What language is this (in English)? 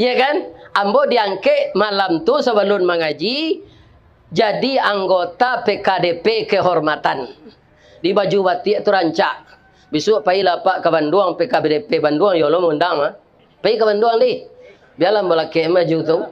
Minangkabau